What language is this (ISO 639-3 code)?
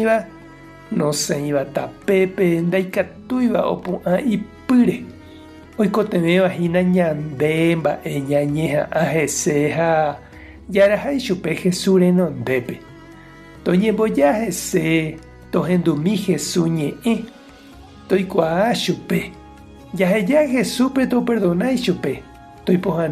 grn